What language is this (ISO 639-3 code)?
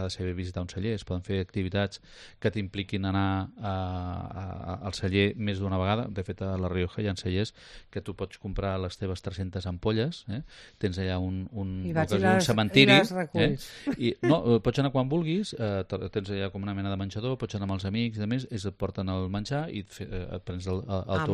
cat